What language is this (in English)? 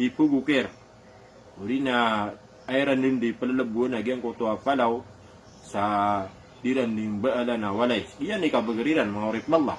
Maranao